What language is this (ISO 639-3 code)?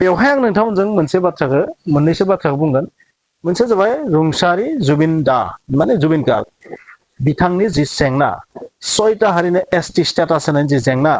brx